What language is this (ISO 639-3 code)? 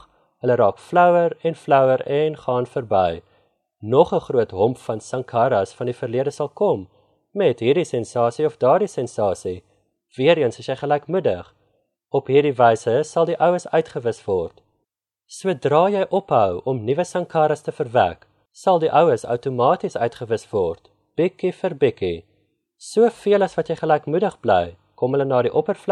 afr